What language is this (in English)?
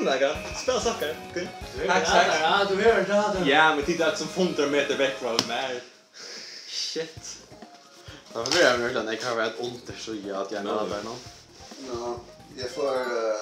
Faroese